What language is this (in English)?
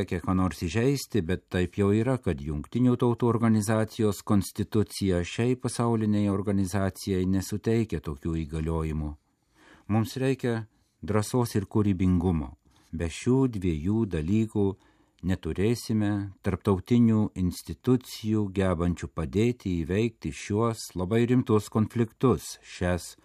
Lithuanian